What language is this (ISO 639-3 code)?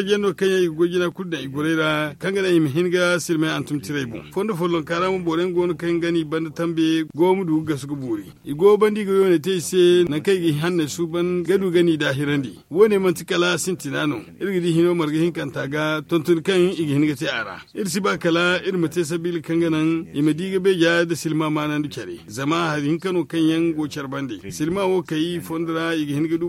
dje